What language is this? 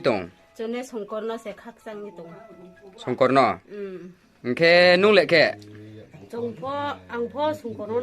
Riang (India)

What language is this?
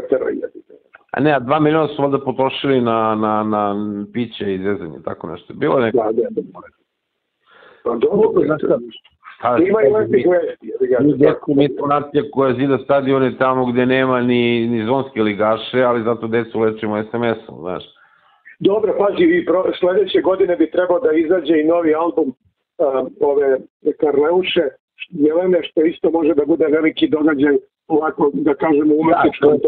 Serbian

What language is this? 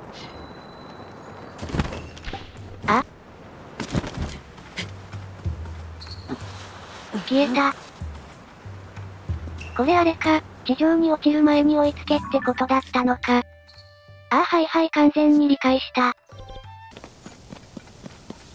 Japanese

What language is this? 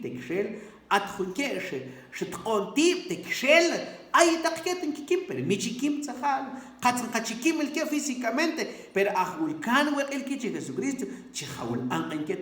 Mam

